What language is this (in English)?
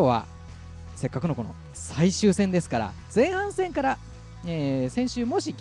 Japanese